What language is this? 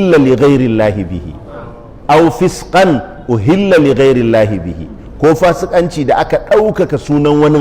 Hausa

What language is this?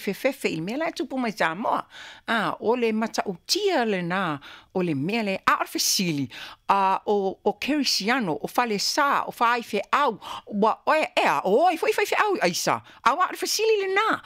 Samoan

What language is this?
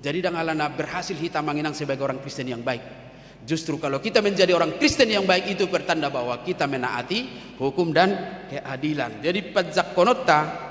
Batak Toba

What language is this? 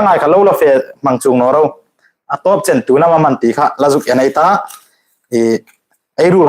Hmar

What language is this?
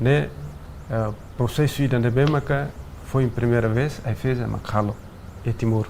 Tetum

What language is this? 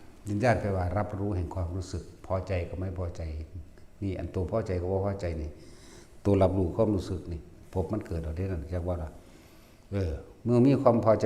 Northeastern Thai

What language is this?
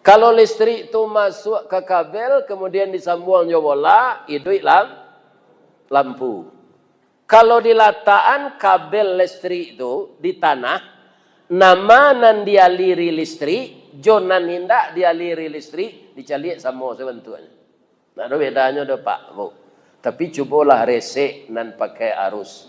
Minangkabau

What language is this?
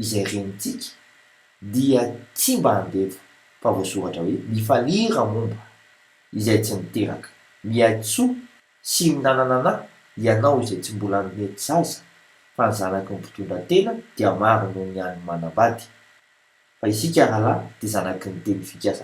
Malagasy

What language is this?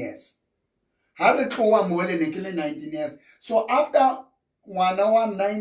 Southern Sotho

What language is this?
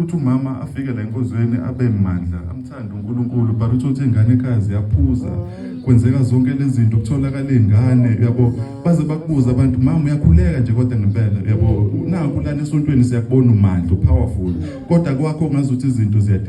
Zulu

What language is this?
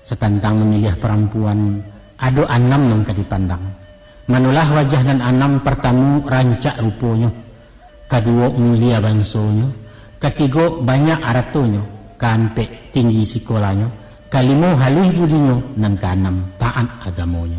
Minangkabau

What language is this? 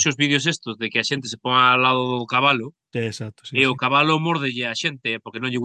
Galician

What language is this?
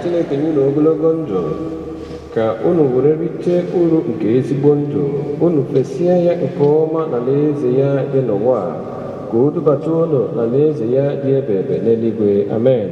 Igbo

